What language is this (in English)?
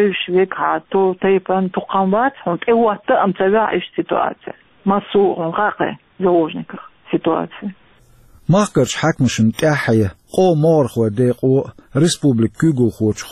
Chechen